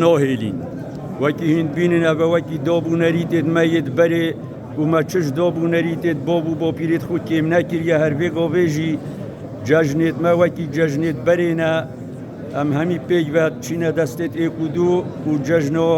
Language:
Kurdish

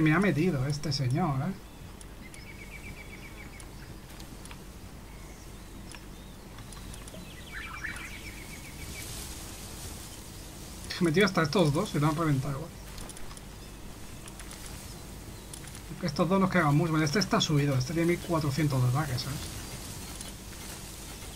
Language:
Spanish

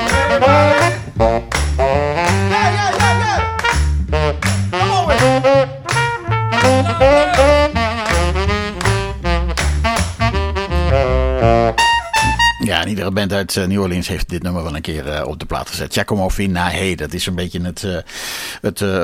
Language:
Dutch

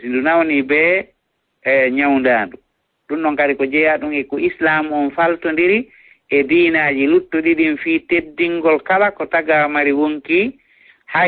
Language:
Fula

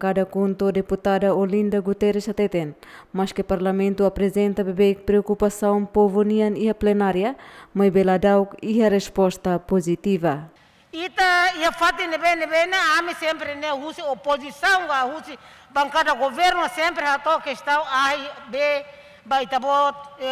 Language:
Tetum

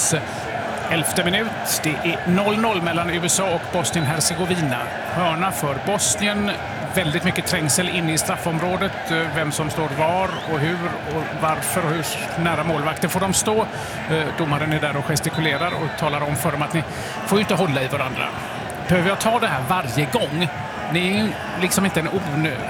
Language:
Swedish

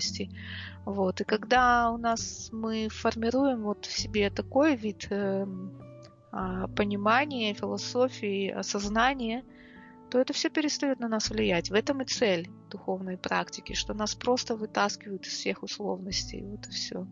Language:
Russian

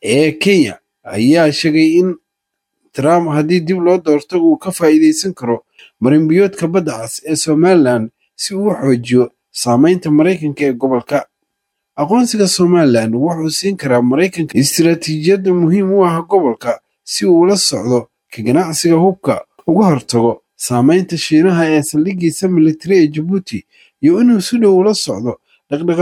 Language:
Somali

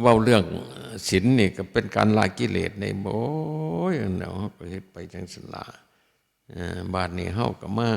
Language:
Northeastern Thai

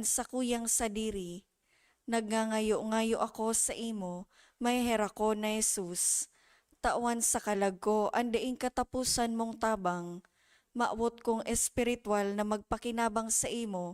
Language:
Bikol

